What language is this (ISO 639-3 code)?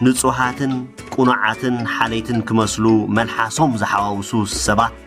tir